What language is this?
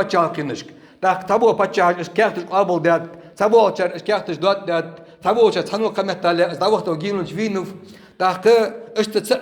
Ingush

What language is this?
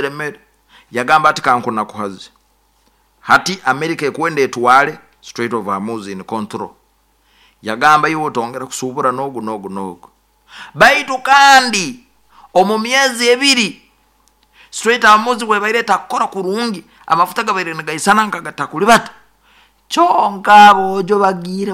Nyoro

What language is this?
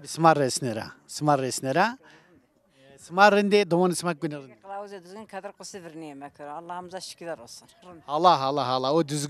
Zaza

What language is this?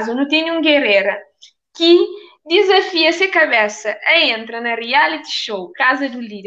Kabuverdianu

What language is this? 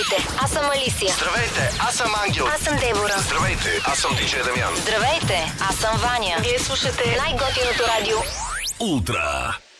Bulgarian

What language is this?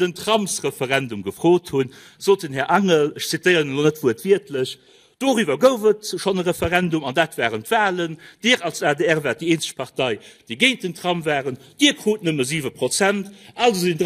Luxembourgish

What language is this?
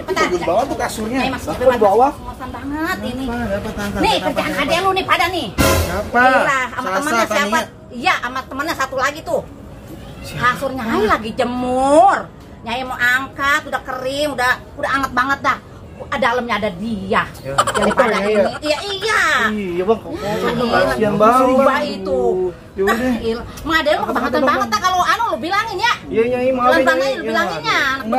Betawi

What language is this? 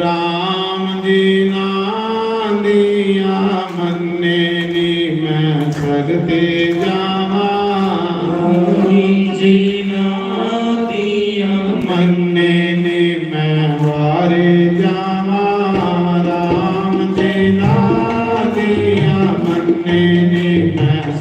Dogri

